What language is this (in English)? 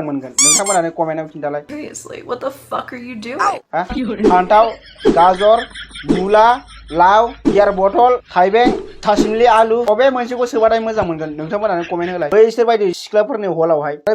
Bodo